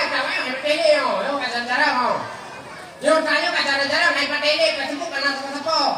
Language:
Achinese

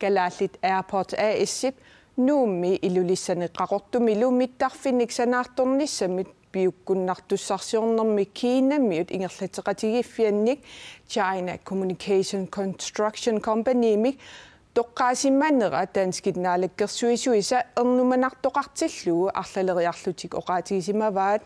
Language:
Kalaallisut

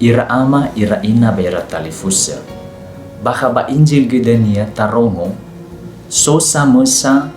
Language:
Nias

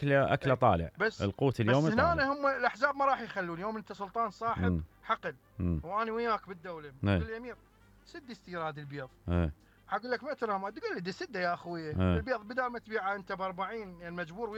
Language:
Mesopotamian Arabic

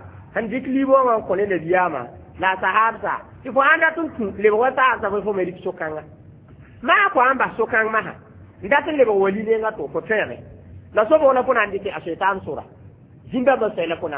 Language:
Mossi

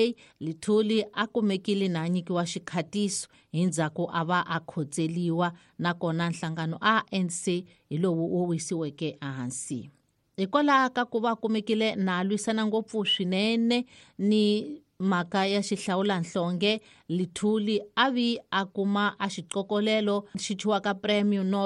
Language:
Tsonga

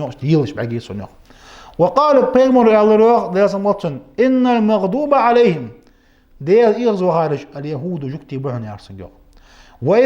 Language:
Ingush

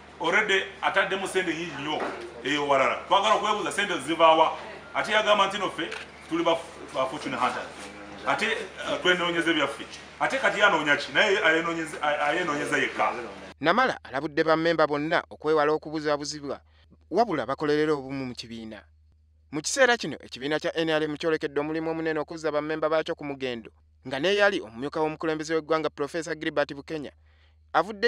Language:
Ganda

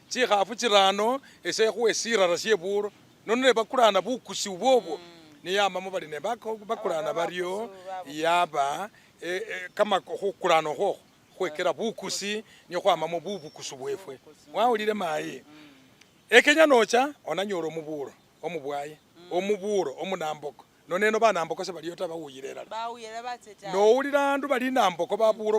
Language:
Masaaba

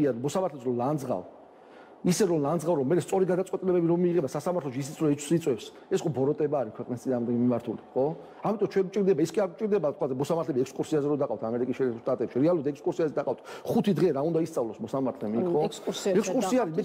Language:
Georgian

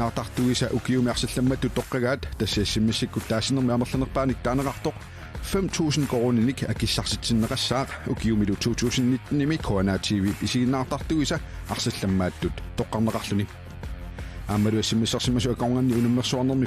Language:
Kalaallisut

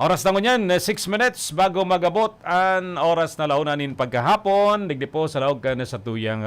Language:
Bikol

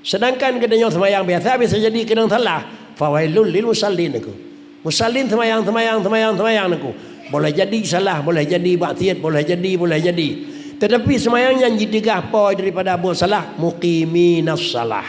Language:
Achinese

